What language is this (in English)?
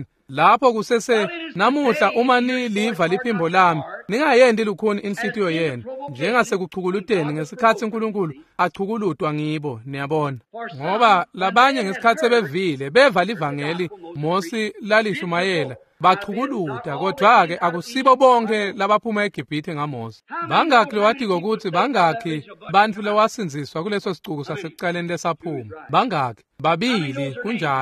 Swati